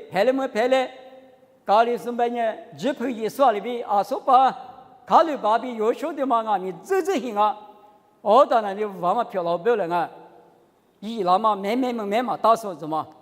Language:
Lisu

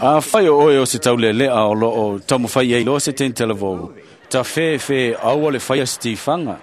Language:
Samoan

